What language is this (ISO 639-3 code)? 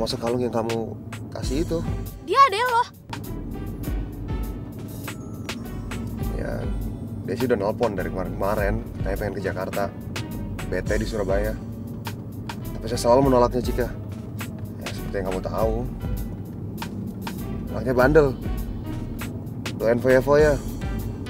ind